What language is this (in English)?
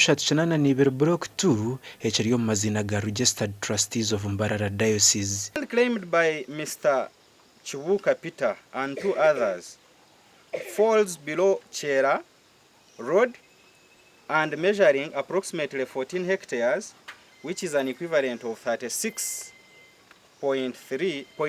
Nyankole